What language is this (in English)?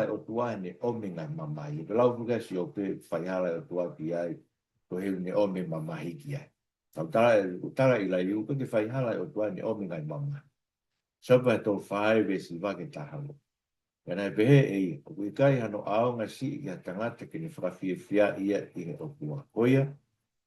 Tongan